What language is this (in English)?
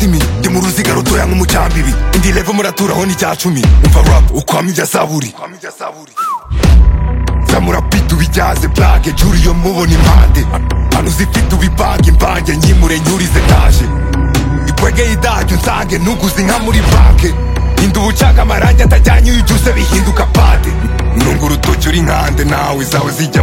Kinyarwanda